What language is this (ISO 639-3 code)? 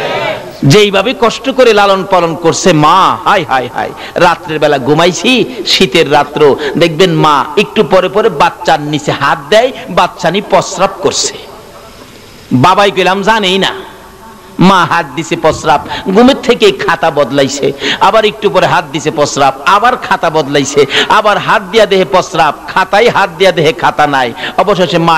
ben